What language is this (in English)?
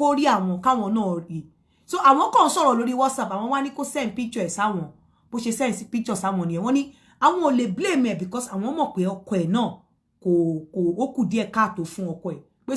Yoruba